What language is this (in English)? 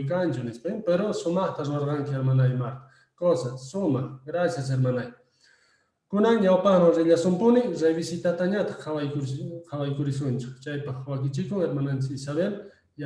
Quechua